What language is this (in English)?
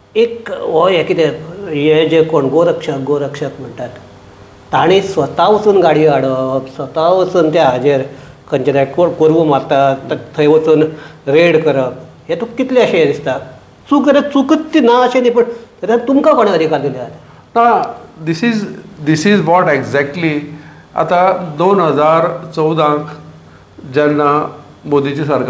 Konkani